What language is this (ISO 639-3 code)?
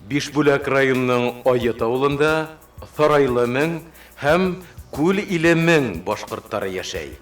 bak